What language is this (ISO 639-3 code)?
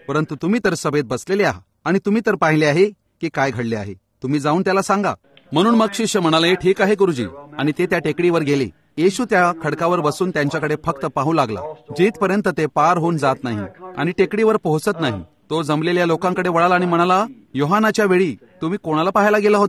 mar